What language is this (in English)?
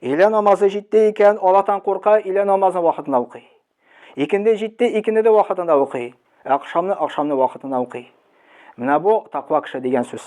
Tatar